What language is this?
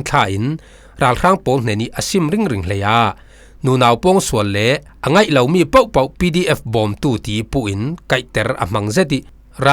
Falam Chin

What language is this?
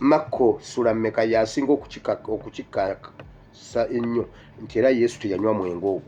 Ganda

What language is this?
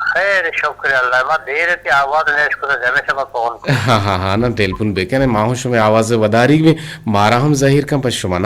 Eastern Balochi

